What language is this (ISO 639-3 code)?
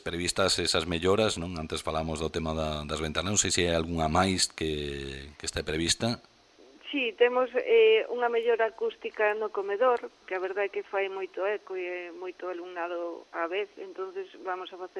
glg